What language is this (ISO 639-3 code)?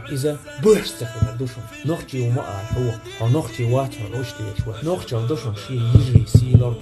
che